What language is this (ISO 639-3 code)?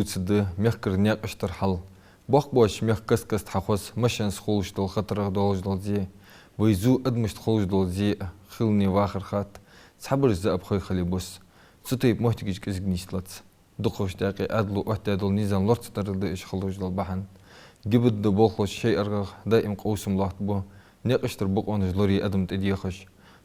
inh